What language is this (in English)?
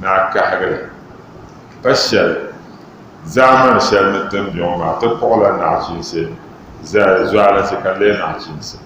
Dagbani